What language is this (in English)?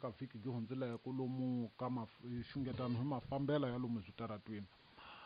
Tsonga